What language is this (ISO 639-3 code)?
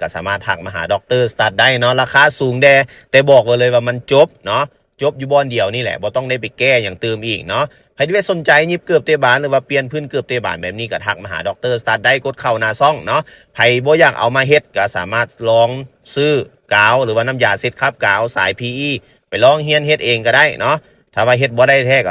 lao